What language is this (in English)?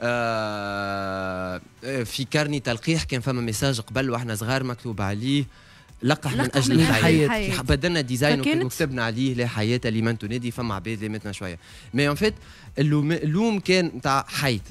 Tunisian Arabic